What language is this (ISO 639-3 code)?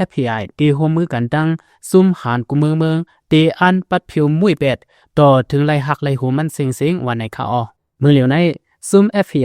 lao